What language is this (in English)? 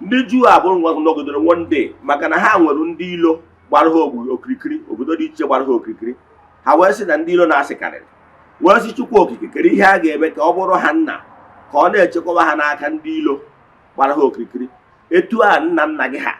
Igbo